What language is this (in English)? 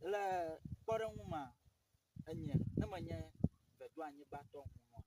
Ewe